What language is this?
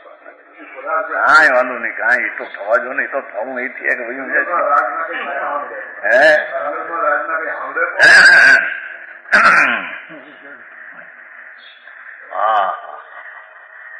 Gujarati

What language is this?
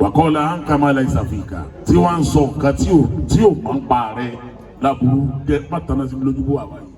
Yoruba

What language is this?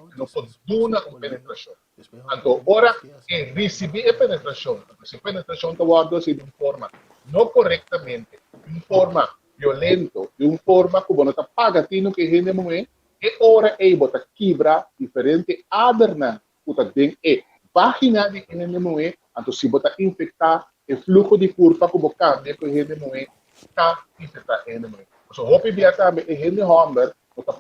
Papiamento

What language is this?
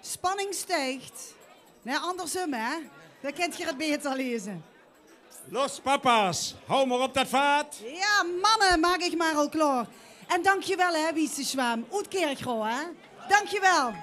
Limburgish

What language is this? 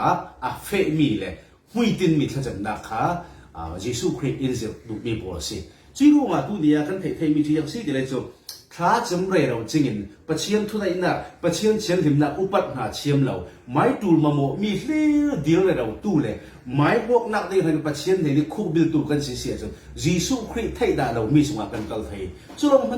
Falam Chin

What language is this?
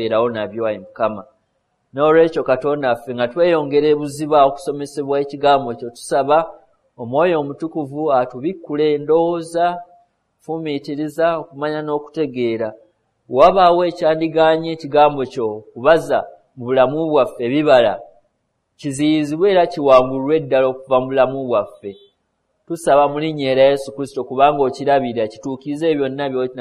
Ganda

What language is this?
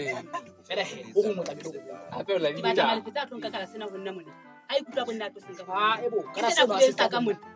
Southern Sotho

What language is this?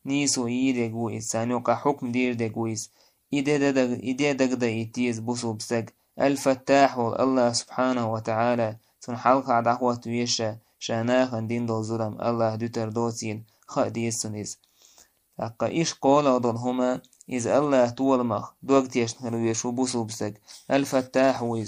Chechen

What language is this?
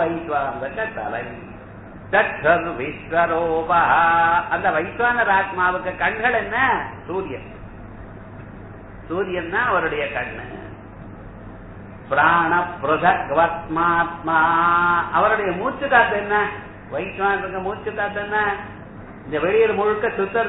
Tamil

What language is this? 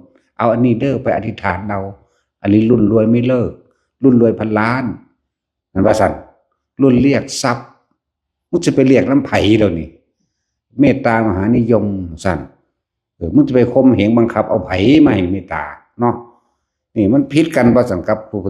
Northeastern Thai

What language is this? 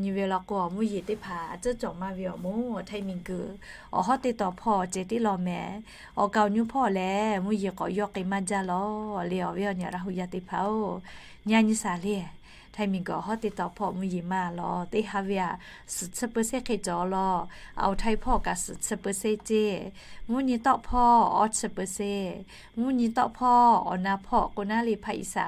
Lahu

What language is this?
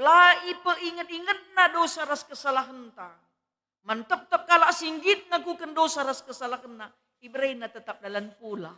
Batak Karo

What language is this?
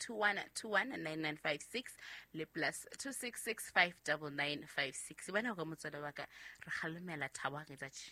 Southern Sotho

